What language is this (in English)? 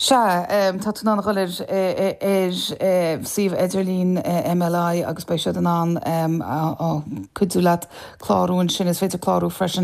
Irish